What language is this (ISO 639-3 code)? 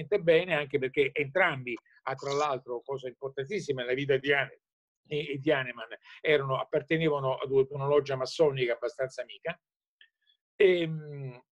ita